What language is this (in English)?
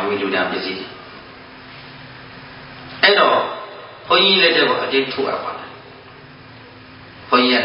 Burmese